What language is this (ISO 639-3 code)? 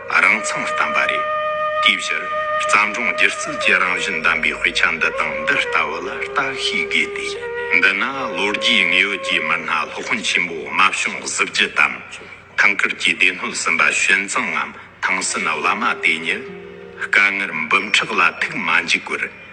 bod